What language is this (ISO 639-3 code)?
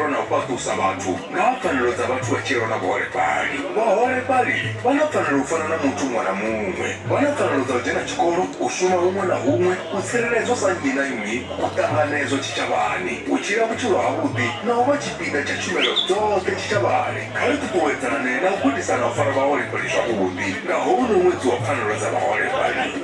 ven